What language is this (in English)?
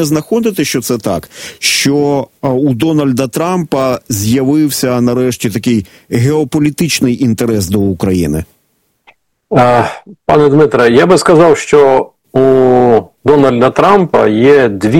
Ukrainian